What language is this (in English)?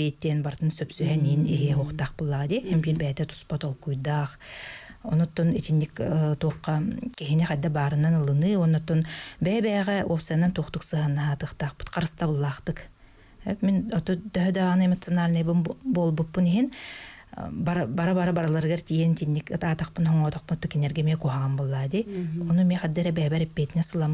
Yakut